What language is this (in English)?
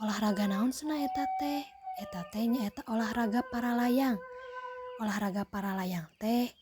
Sundanese